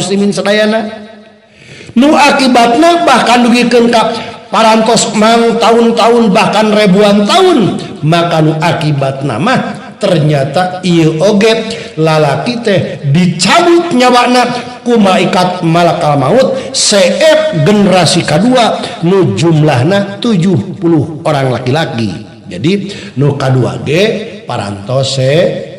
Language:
Sundanese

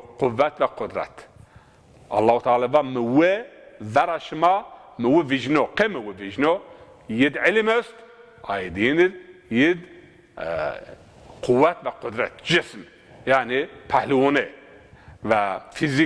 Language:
Zaza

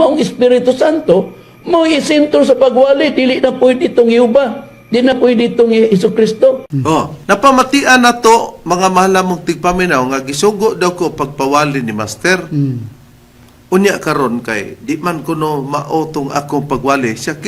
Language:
Cebuano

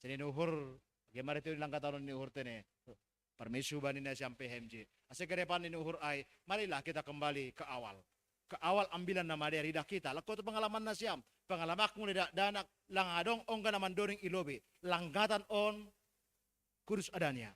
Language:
Batak Simalungun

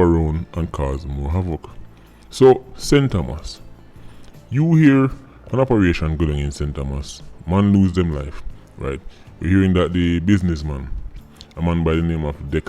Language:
Jamaican Creole English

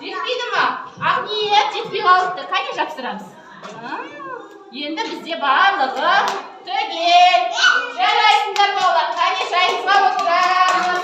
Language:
Kazakh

